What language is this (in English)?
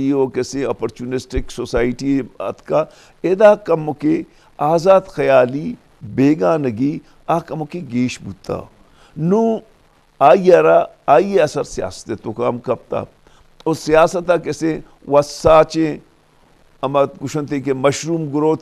Eastern Balochi